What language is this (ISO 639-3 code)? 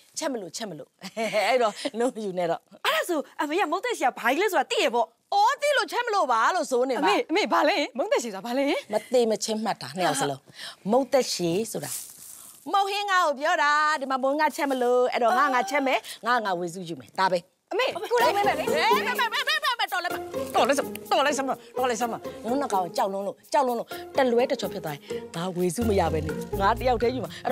mya